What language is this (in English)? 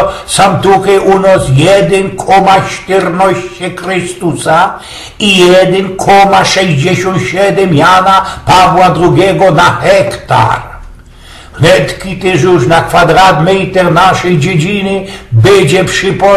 Silesian